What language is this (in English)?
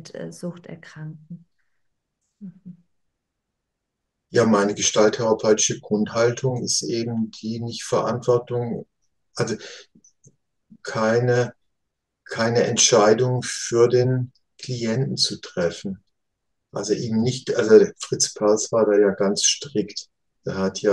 German